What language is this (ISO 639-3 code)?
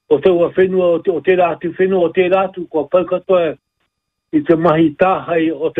mri